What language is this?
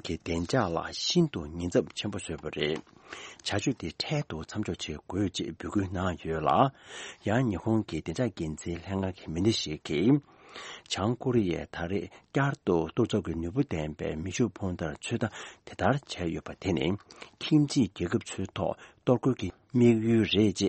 Tibetan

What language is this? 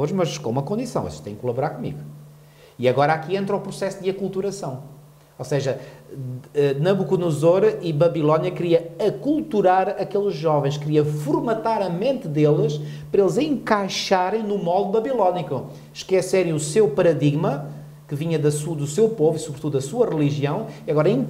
Portuguese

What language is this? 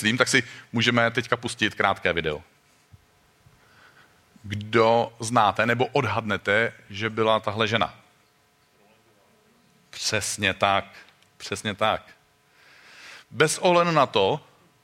Czech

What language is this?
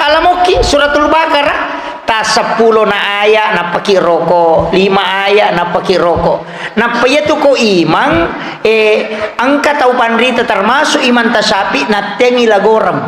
Buginese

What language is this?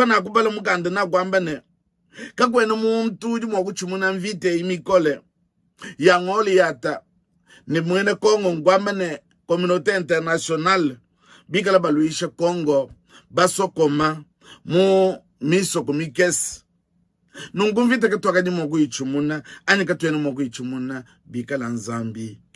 Luba-Lulua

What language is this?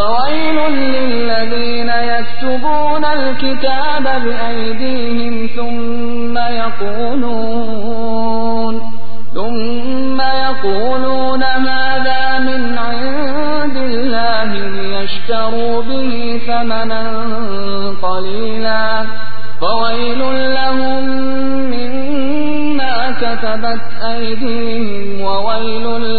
Arabic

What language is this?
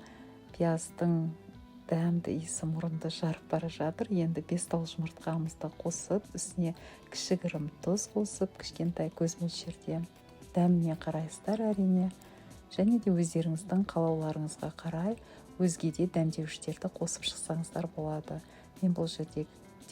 Kazakh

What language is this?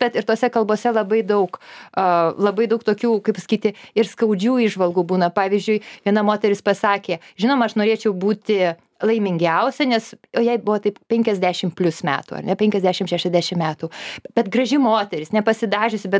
Lithuanian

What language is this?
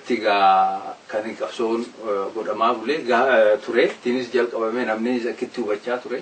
Oromo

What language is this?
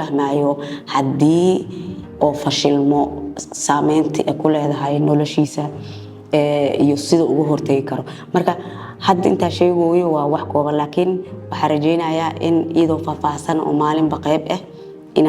Somali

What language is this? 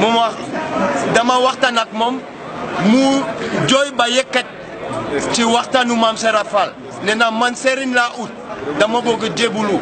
Wolof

